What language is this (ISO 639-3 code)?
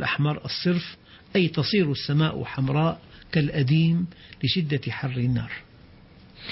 ara